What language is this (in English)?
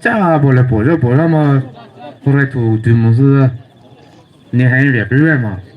Poumei Naga